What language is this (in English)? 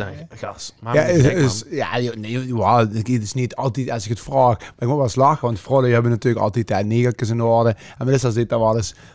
Limburgish